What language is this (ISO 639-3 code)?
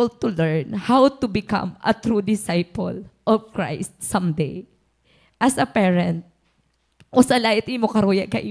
war